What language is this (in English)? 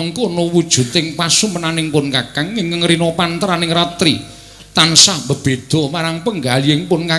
Javanese